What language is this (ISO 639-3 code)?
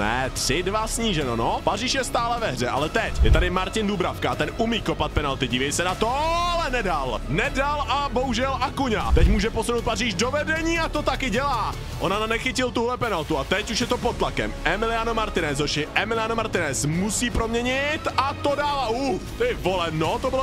ces